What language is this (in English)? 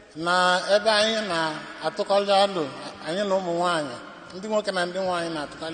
Igbo